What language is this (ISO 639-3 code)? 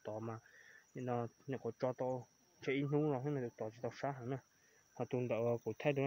hmn